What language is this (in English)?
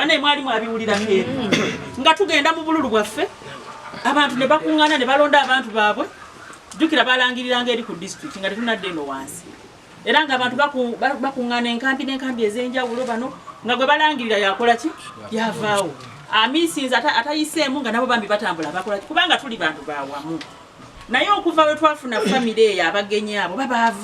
Ganda